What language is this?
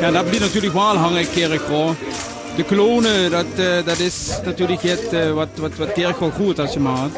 Limburgish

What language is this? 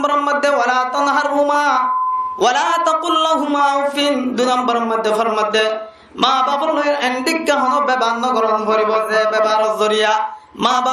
Rohingya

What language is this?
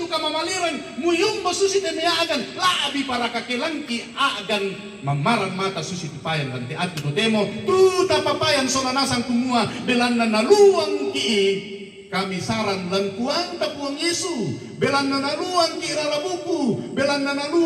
Toraja-Sa'dan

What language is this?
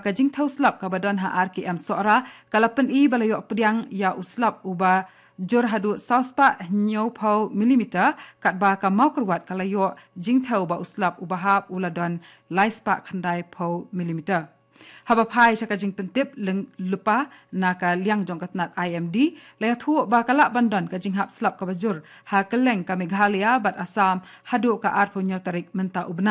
Khasi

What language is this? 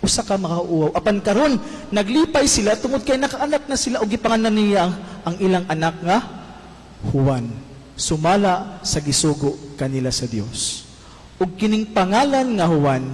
Cebuano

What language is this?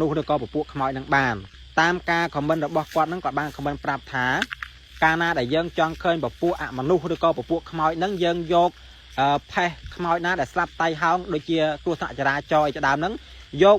Khmer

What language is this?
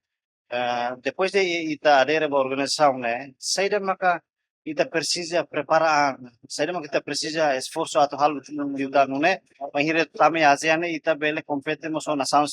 Tetum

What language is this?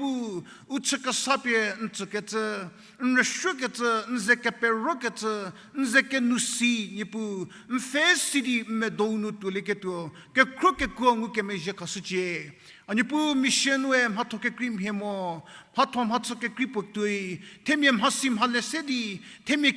Angami Naga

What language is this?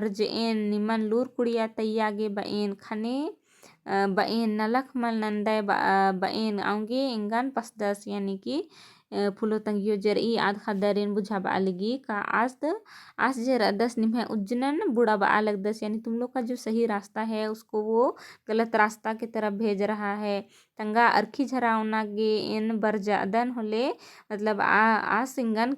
Kurukh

